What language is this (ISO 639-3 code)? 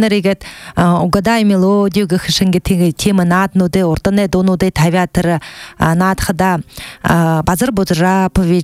bua